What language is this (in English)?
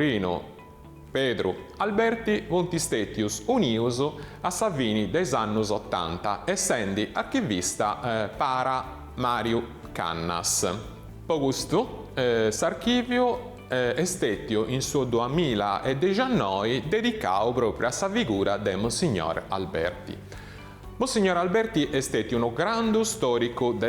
Sardinian